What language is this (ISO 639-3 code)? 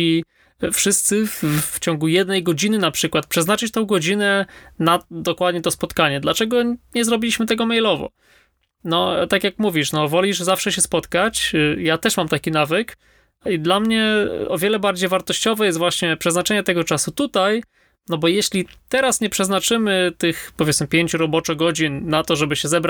pol